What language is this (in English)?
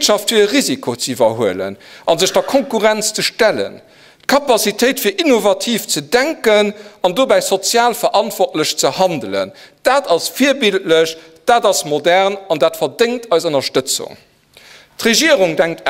Luxembourgish